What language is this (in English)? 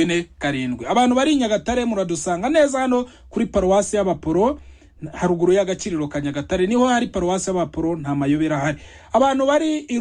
Kinyarwanda